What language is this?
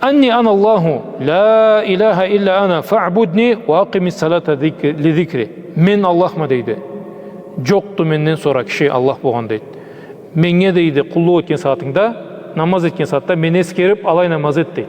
Karachay-Balkar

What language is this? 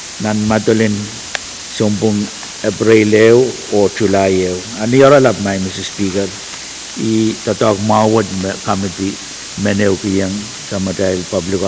Pohnpeian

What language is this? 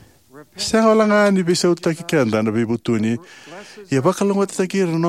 Fijian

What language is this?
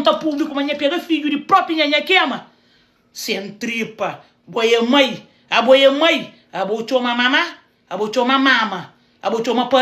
Kabuverdianu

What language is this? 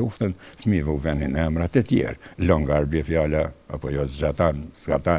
Albanian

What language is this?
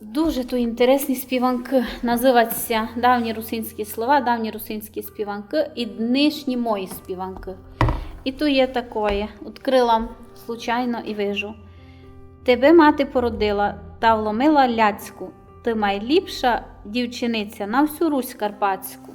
Rusyn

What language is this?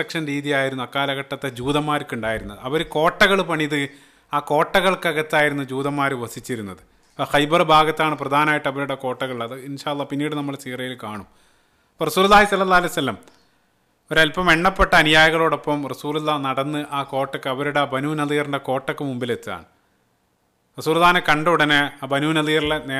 Malayalam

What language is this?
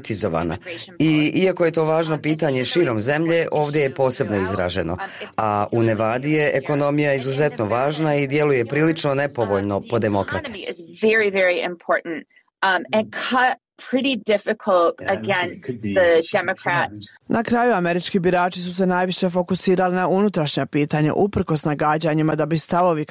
Bosnian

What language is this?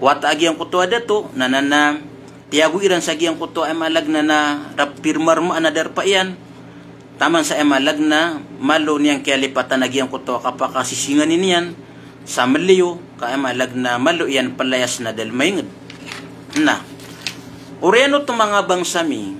Maranao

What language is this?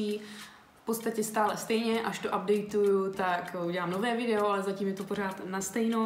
Czech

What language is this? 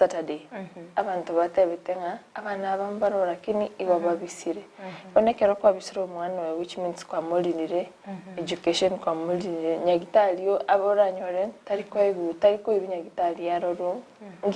Gusii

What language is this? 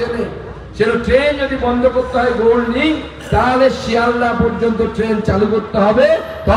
Bangla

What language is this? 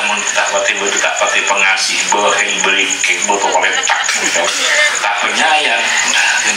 Madurese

